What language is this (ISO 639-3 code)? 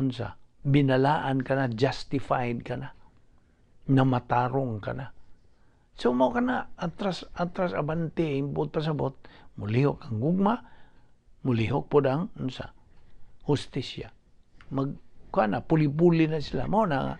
ceb